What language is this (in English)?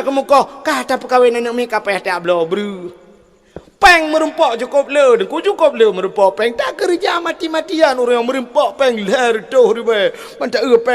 Achinese